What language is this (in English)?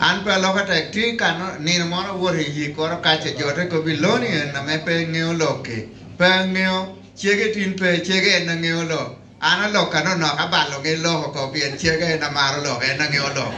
Lango (Uganda)